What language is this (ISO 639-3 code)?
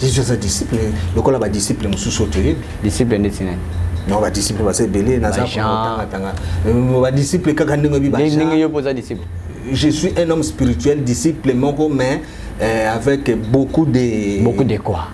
lin